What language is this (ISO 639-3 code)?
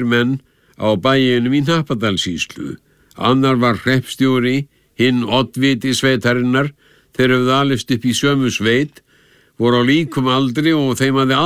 isl